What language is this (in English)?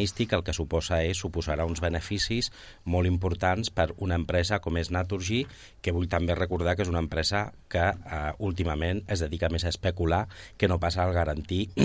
Catalan